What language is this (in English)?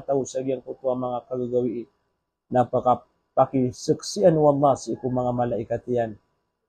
Maranao